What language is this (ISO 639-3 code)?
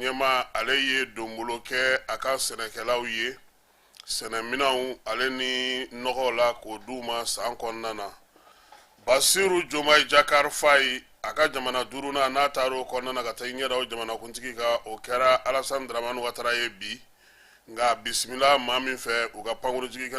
bam